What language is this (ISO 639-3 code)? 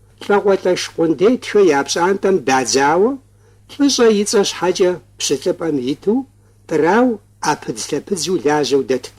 kbd